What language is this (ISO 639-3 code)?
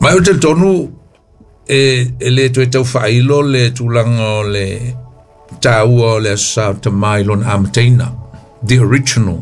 smo